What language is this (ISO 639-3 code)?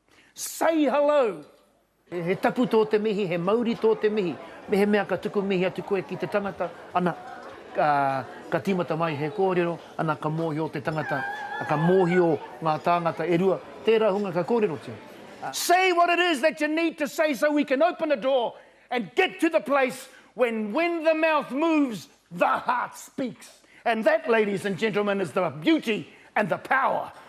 mri